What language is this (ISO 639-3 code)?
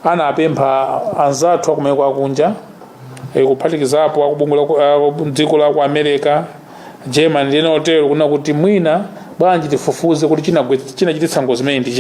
nya